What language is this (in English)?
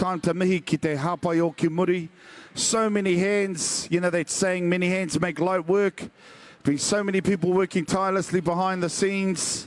Māori